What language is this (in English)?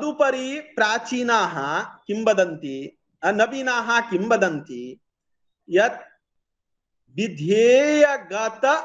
Sanskrit